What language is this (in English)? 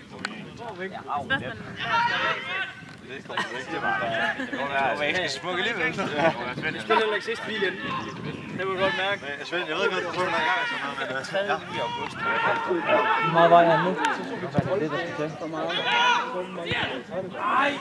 Danish